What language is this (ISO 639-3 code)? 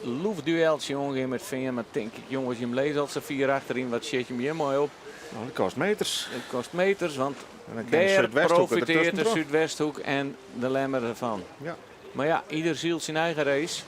fry